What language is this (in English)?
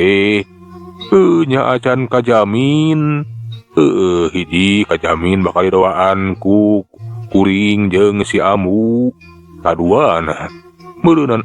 Sundanese